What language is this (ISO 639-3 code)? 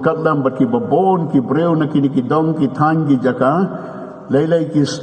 kha